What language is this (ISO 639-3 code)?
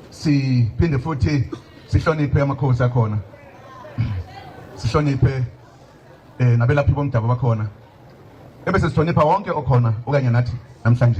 zul